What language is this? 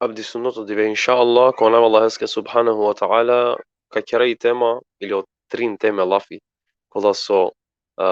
Balkan Romani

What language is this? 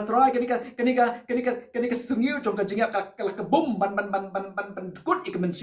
Khasi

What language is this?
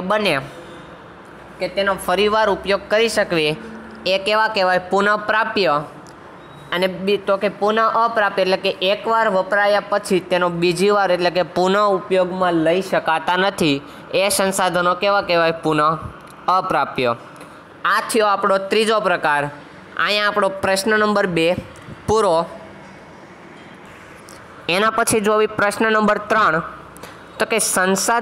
Gujarati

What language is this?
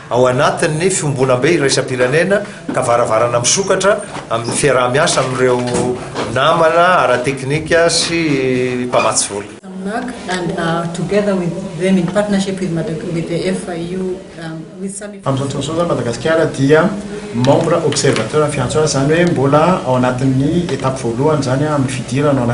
Malagasy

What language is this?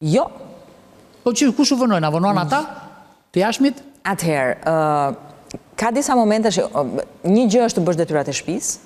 Albanian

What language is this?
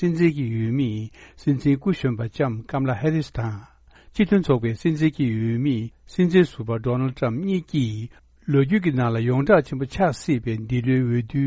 Tibetan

